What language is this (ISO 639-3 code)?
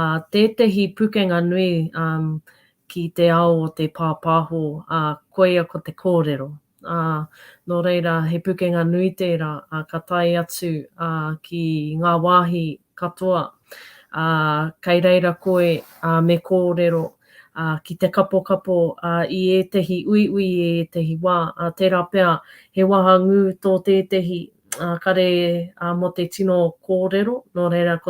mri